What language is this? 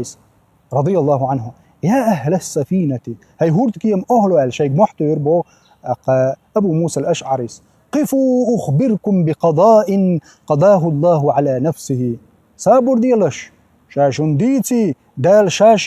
Chechen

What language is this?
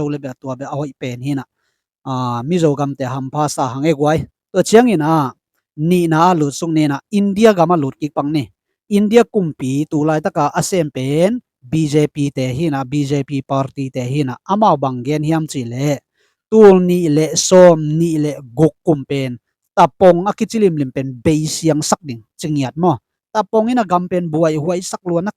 Tedim Chin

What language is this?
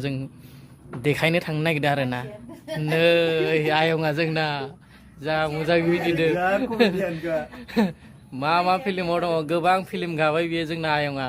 Bodo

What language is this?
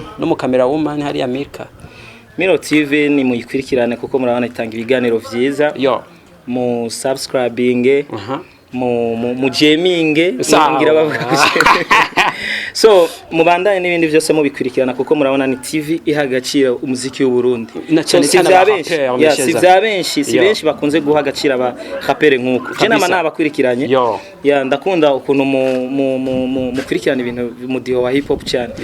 Rundi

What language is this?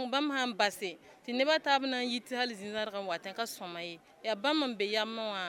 Mossi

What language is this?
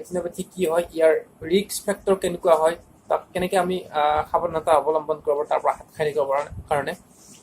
Assamese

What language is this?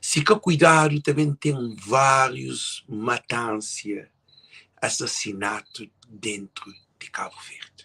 Kabuverdianu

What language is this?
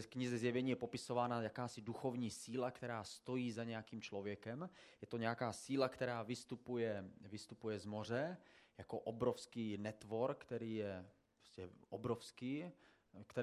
Czech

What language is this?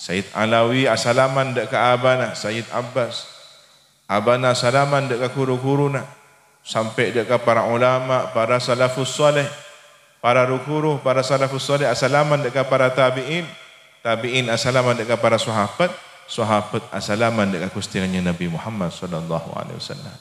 Madurese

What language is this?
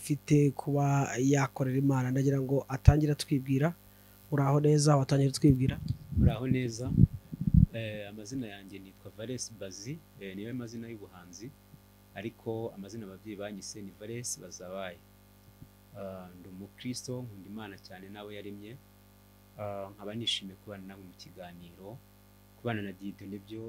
Kinyarwanda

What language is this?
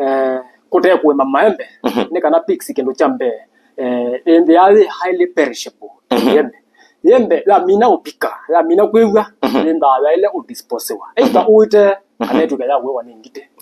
Kamba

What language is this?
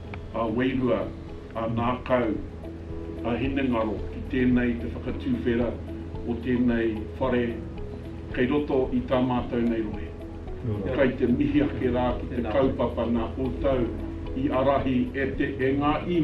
Māori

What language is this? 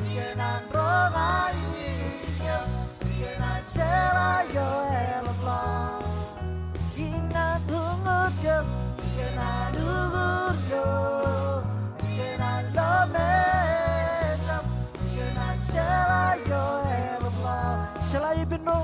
Marshallese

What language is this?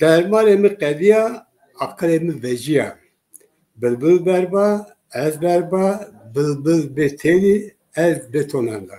Zaza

